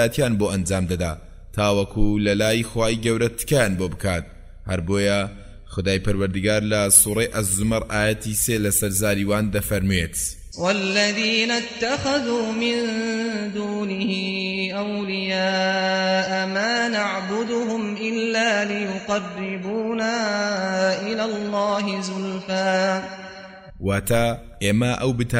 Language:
Central Kurdish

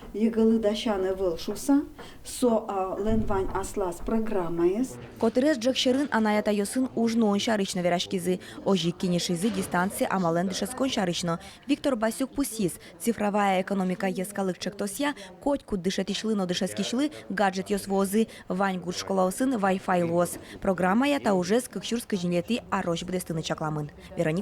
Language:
Udmurt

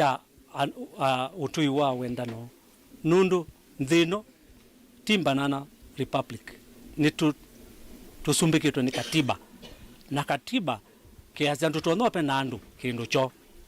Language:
Kamba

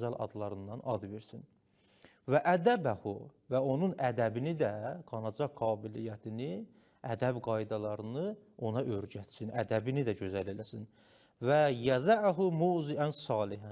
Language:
Azerbaijani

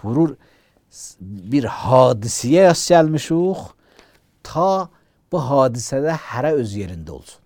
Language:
Azerbaijani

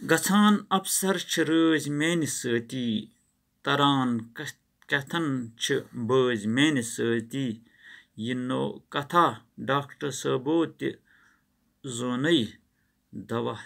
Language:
Kashmiri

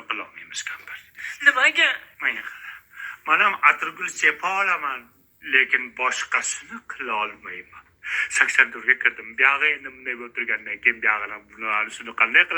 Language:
Uzbek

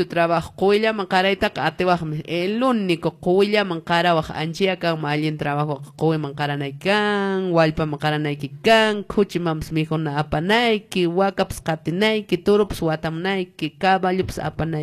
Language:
Quechua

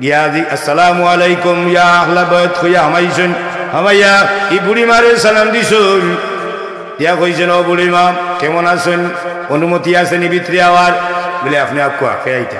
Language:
Sylheti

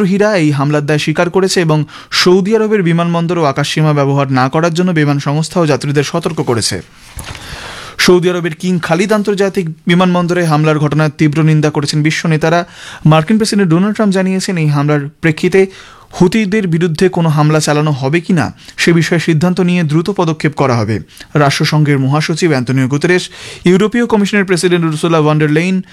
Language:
Bangla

